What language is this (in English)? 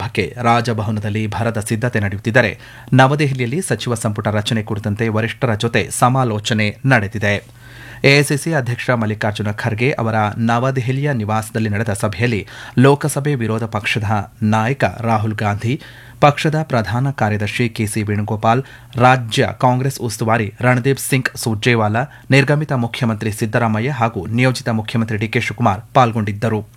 Kannada